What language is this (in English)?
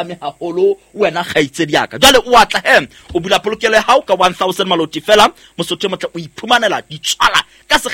Southern Sotho